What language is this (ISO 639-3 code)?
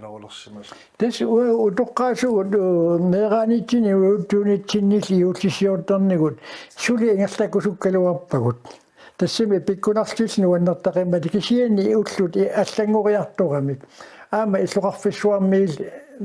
kal